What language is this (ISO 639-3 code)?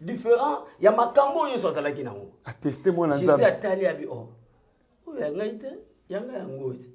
lin